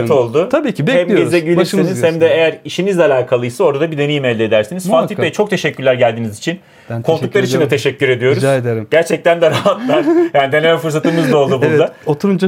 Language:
Turkish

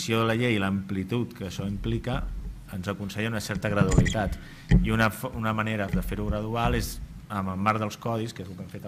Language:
Catalan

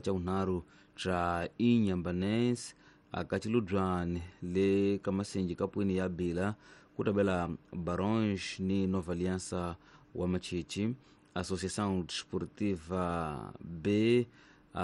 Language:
Tsonga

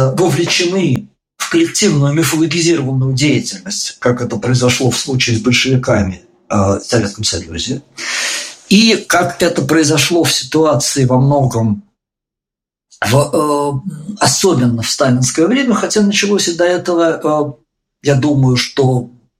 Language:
Russian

